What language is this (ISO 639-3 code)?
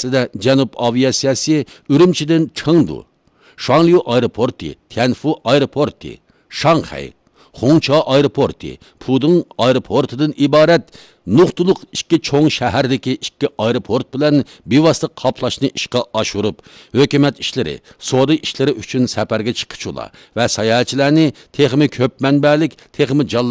uig